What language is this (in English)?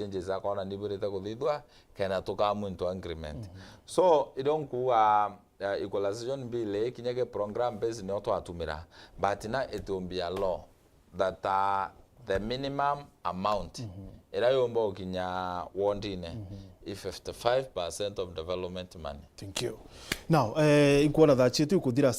Meru